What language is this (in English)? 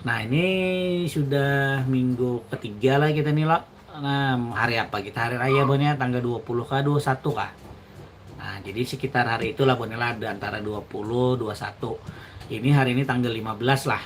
Banjar